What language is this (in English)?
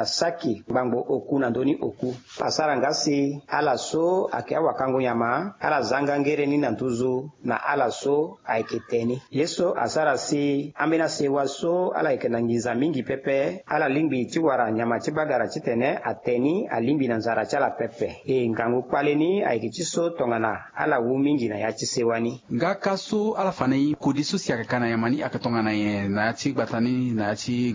Sango